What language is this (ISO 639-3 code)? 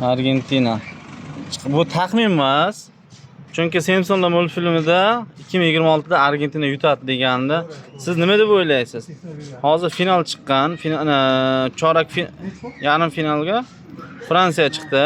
uzb